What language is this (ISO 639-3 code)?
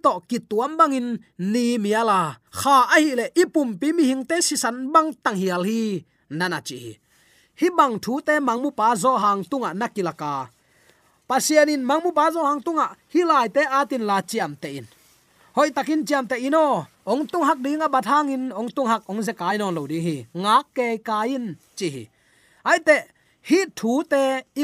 ctd